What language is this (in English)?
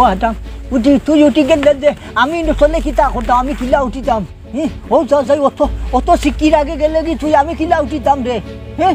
Sylheti